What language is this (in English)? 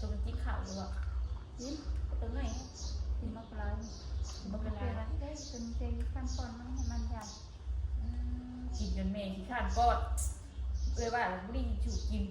Northeastern Thai